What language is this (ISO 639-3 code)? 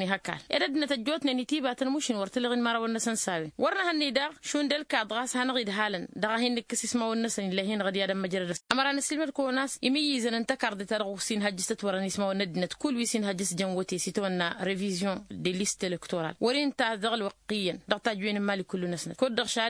taq